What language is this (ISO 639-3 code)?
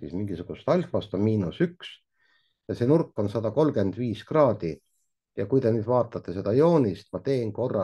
est